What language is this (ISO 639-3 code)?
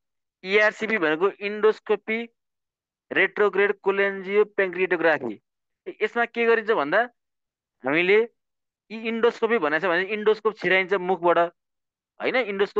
nep